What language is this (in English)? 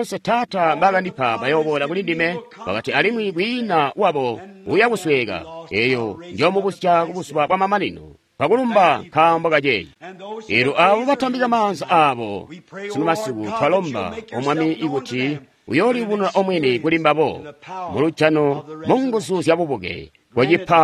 Tonga (Zambia)